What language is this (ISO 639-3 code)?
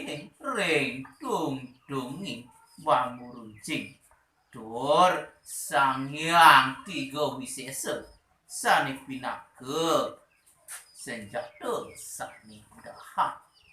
ban